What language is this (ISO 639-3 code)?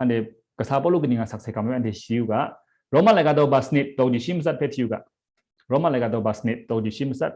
kac